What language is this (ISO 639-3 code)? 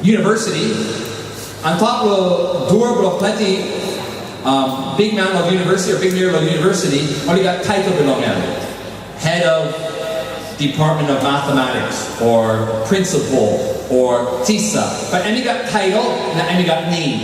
tpi